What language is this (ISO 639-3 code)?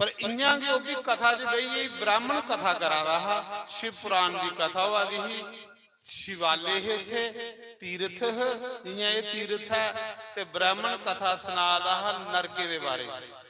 doi